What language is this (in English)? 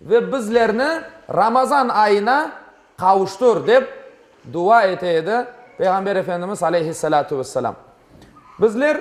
Crimean Tatar